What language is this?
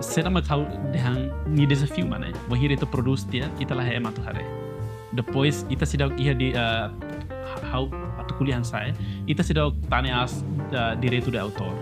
Tetum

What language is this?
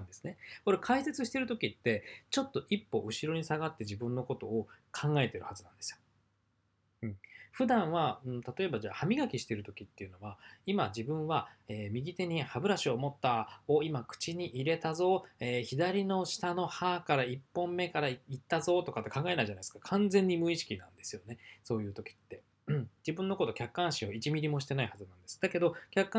Japanese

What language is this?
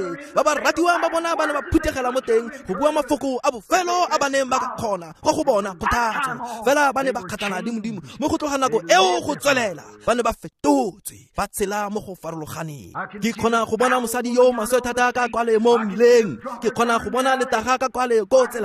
Tswana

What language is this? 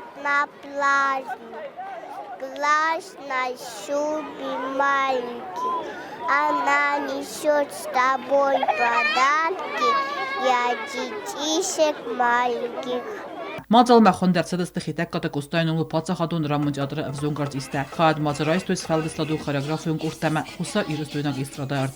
Ossetic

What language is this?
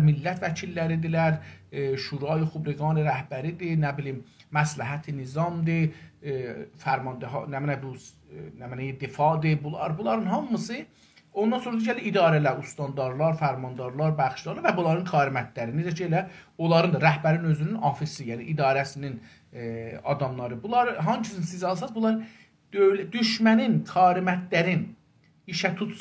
South Azerbaijani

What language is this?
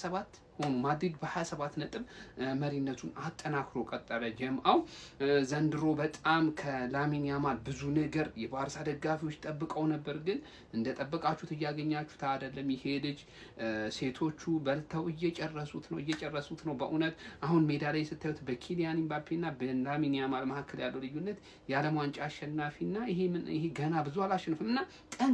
Amharic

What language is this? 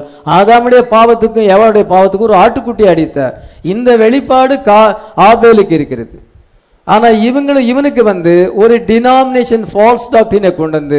Tamil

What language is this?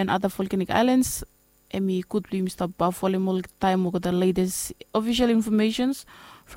Bislama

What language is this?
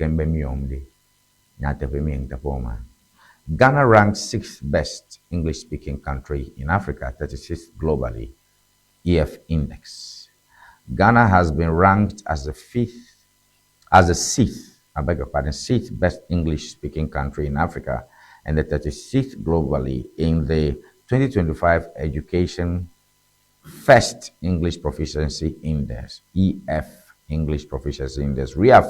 Ewe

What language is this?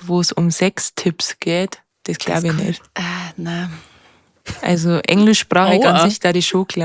Bavarian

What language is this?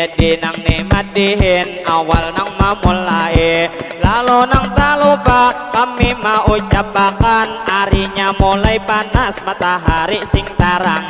Banjar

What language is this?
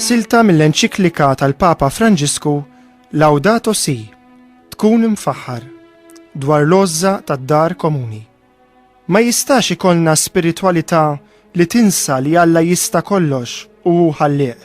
Maltese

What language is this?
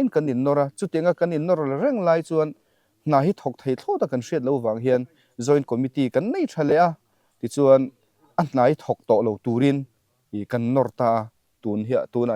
Mizo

